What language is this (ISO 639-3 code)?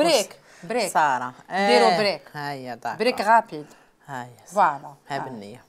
arq